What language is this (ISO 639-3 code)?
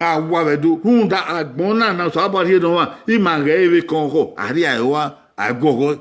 bin